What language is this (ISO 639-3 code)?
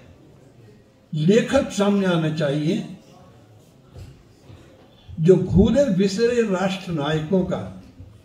hin